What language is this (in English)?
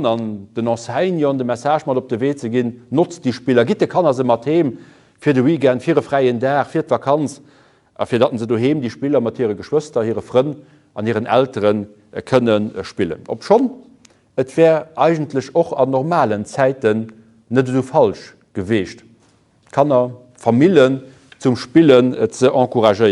Luxembourgish